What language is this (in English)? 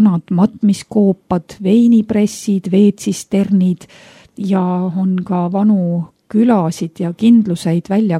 Estonian